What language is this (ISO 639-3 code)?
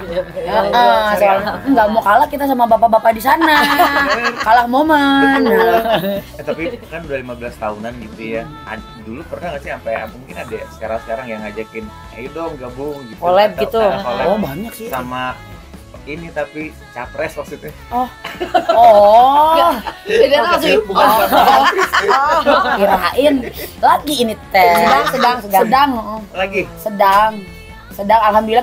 ind